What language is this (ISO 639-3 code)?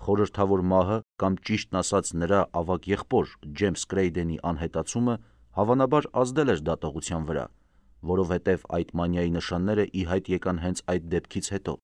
hye